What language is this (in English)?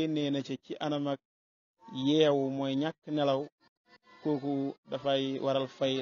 Wolof